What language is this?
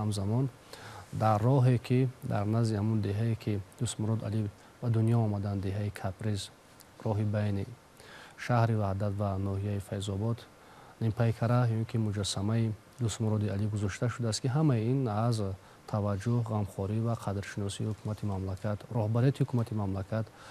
Tajik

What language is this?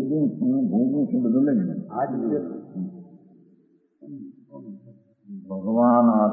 Gujarati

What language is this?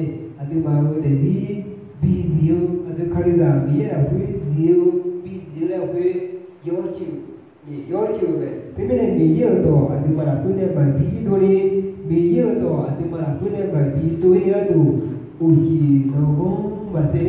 Akha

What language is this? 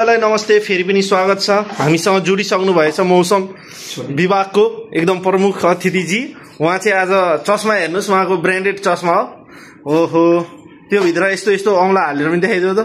Nepali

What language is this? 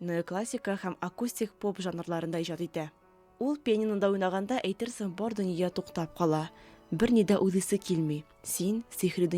Tatar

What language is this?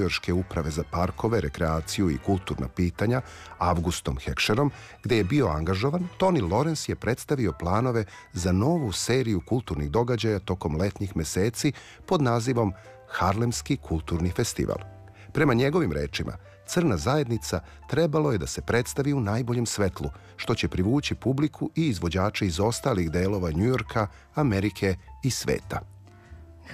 Serbian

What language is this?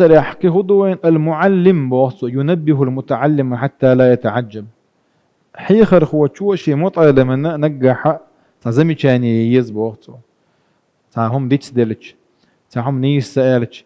Chechen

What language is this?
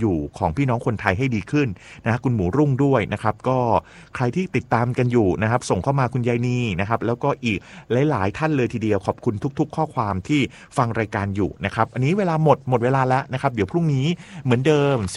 Thai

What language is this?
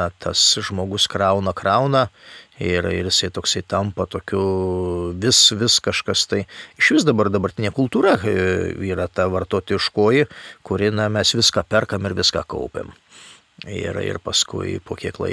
Lithuanian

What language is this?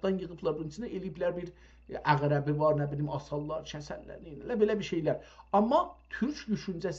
South Azerbaijani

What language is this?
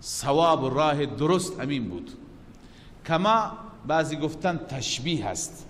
Persian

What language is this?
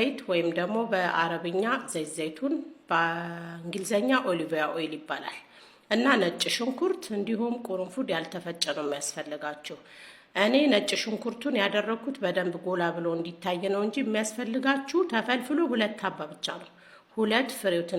Amharic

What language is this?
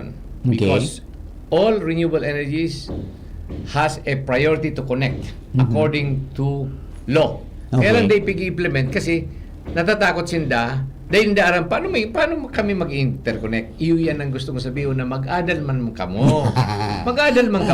Bikol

